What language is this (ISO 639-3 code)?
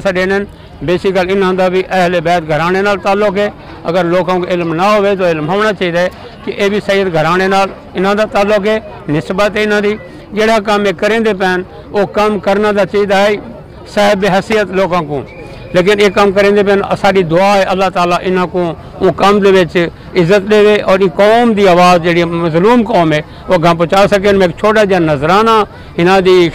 skr